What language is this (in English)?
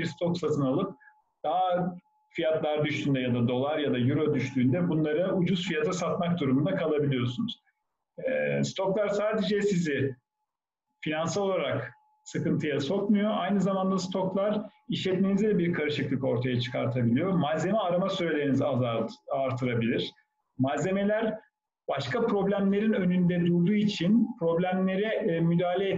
Turkish